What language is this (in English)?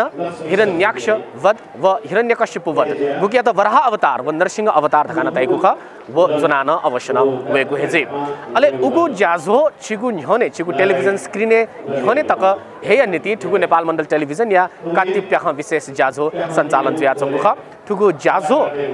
Newari